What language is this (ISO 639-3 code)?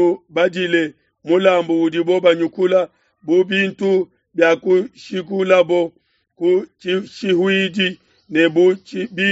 lua